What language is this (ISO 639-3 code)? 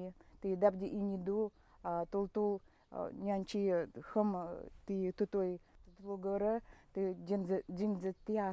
gld